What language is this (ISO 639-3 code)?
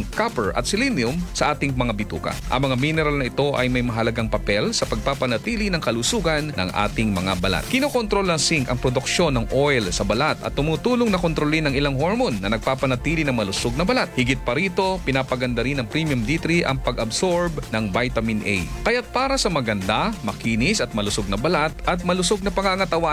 fil